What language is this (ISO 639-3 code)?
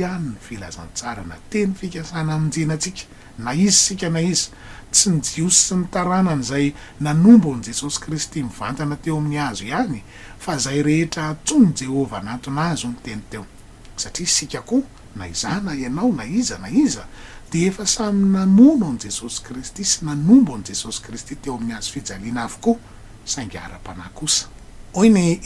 mlg